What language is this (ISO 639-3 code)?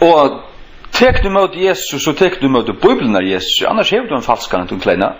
fao